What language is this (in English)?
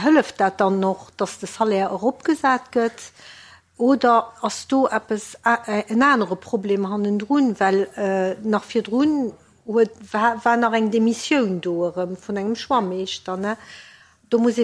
Luxembourgish